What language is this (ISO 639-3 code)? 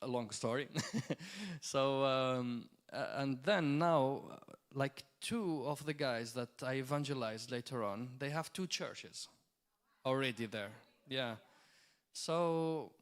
eng